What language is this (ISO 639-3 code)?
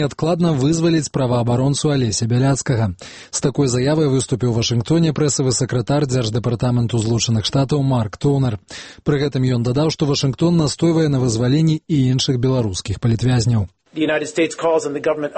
bel